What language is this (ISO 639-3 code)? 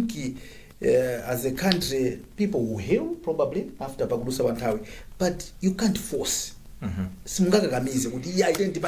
nya